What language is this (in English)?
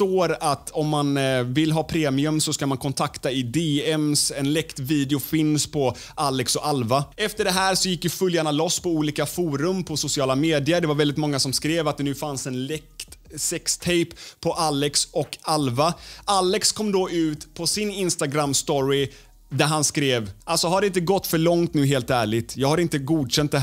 Swedish